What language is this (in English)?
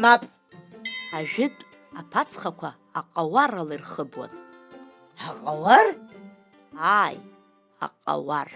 Abkhazian